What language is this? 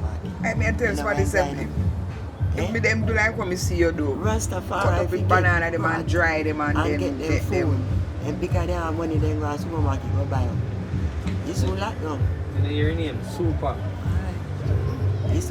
Jamaican Creole English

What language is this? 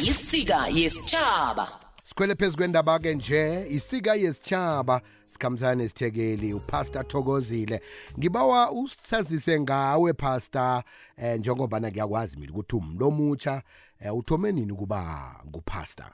South Ndebele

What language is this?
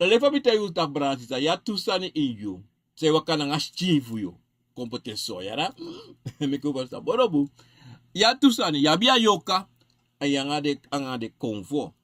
Sranan Tongo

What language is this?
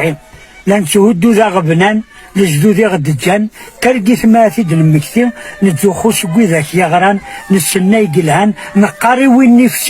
Kabyle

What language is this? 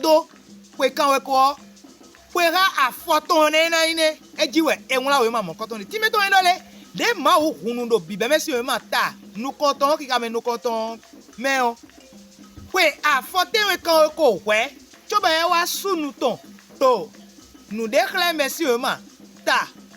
Fon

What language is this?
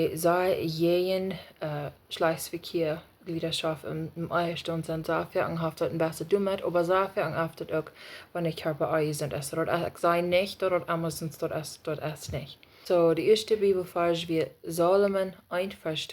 Plautdietsch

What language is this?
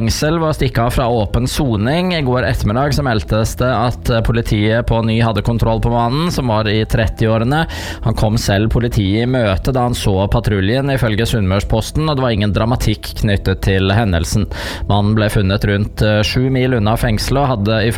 Norwegian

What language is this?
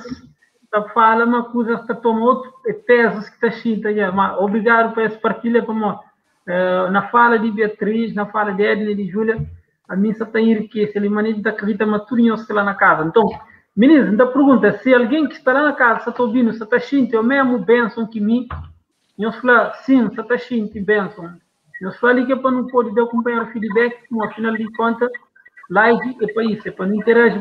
Kabuverdianu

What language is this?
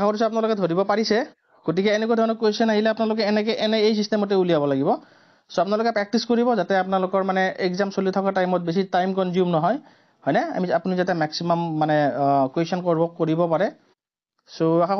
Assamese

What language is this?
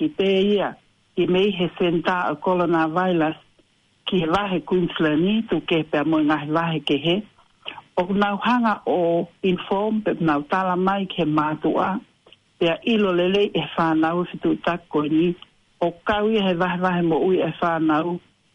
Tongan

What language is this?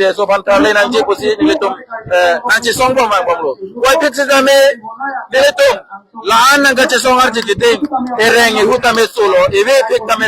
Karbi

